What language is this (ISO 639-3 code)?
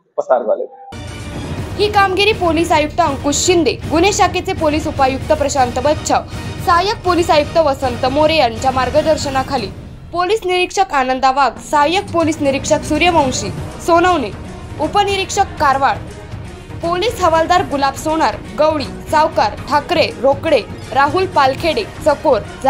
mar